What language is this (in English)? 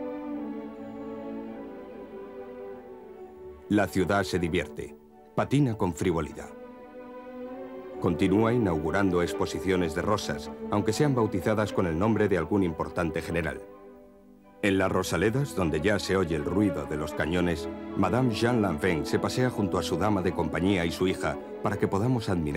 Spanish